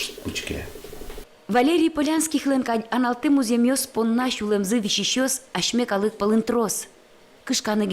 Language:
Udmurt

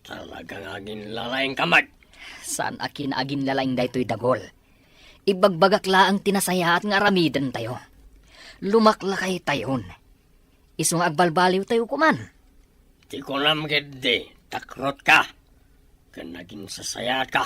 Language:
Iloko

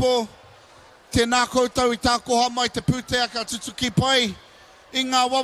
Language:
Māori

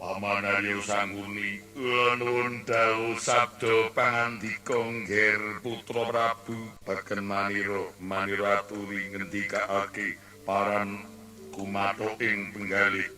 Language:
Javanese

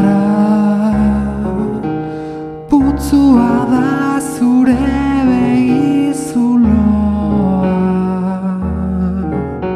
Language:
Basque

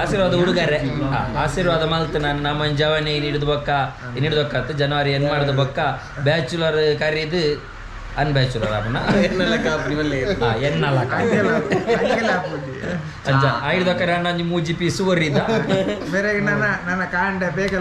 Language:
Tulu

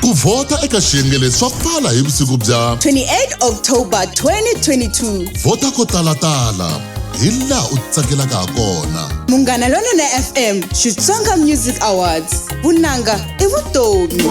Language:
Tsonga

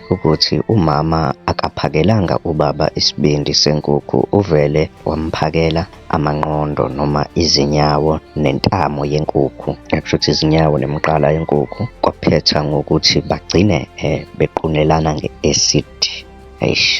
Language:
Zulu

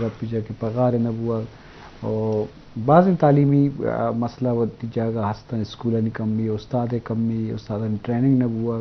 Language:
Eastern Balochi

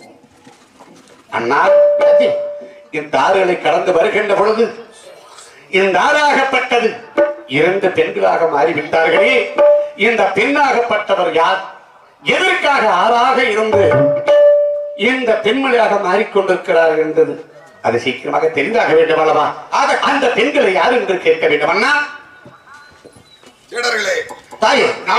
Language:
Tamil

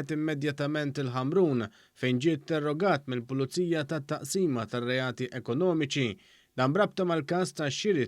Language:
Maltese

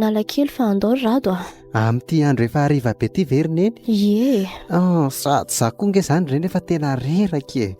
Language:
Malagasy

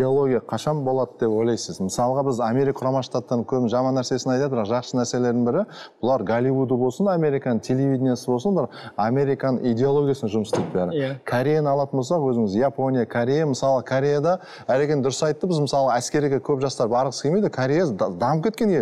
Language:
Kazakh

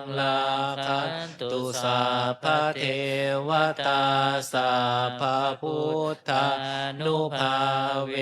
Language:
Pali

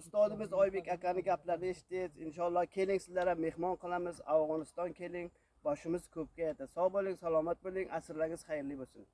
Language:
Uzbek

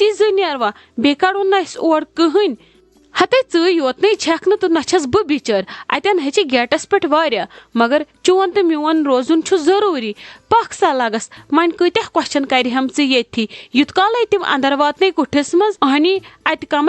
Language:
Kashmiri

